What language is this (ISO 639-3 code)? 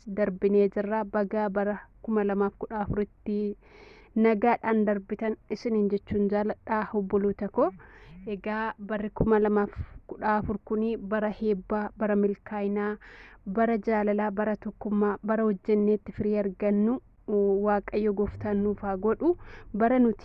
orm